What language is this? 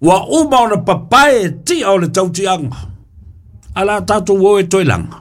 Samoan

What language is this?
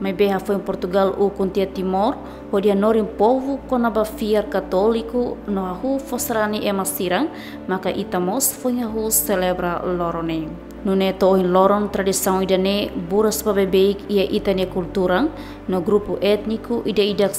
Tetum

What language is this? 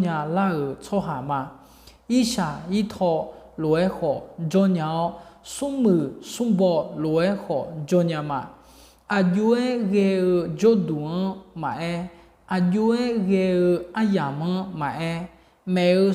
Akha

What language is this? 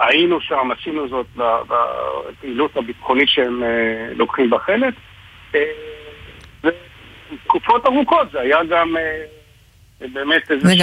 Hebrew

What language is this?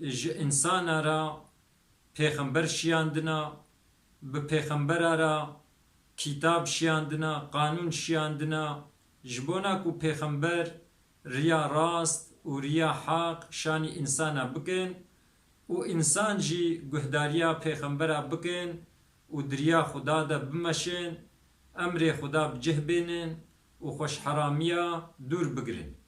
Kurdish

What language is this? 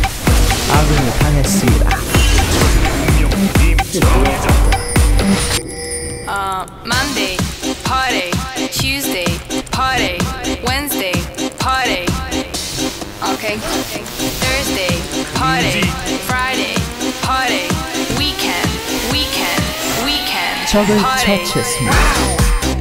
Korean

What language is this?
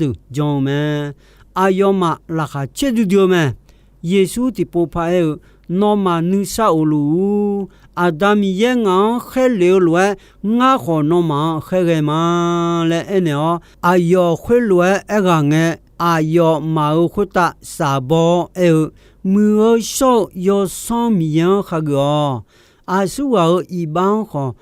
Akha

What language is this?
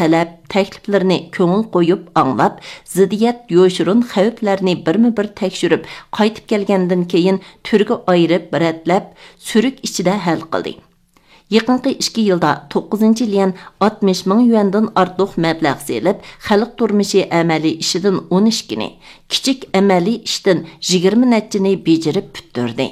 Uyghur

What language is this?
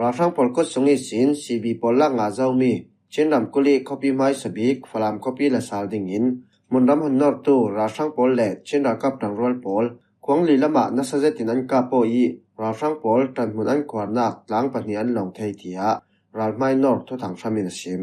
Falam Chin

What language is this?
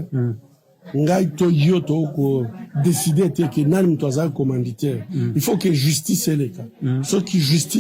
Lingala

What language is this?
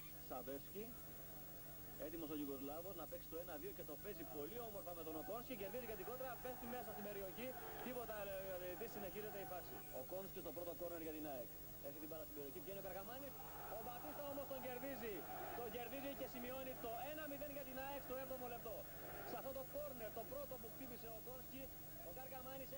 Greek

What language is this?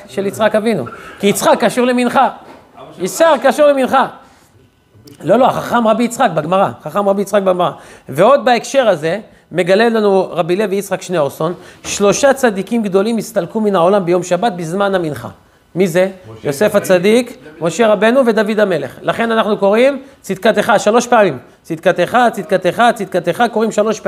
Hebrew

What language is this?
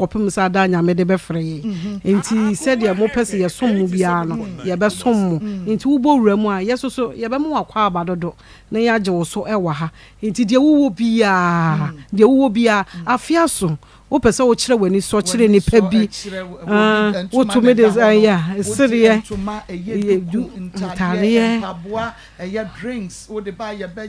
Akan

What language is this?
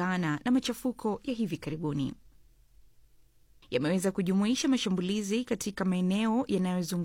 Swahili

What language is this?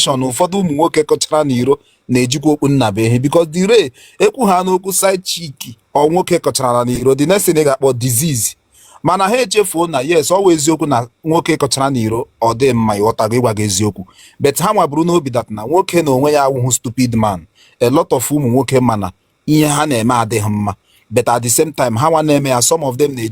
Igbo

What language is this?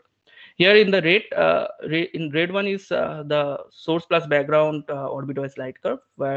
English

